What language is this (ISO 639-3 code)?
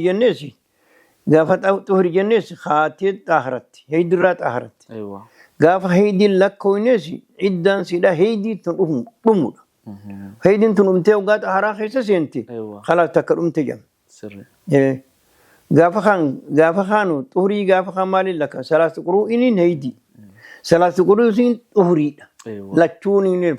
orm